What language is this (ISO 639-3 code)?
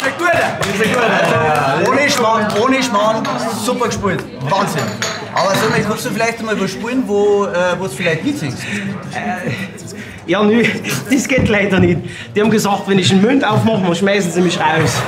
bar